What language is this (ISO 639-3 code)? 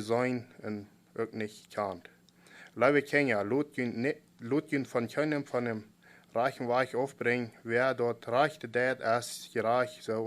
pdt